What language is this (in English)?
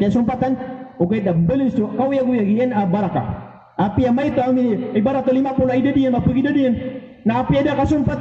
Maranao